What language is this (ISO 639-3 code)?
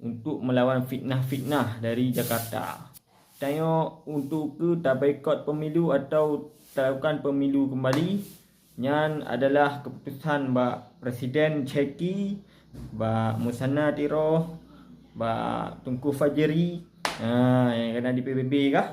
ace